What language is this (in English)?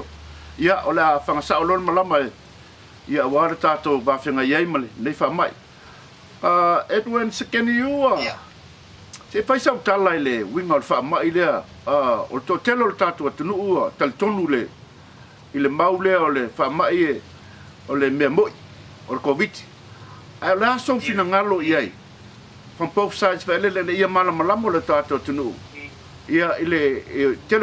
Samoan